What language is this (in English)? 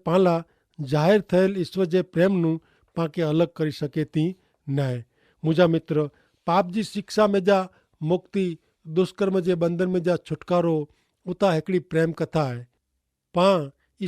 Kachhi